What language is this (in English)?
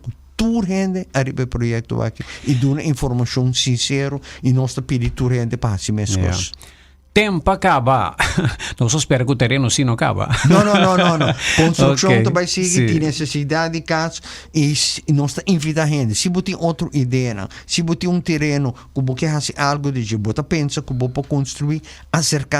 Papiamento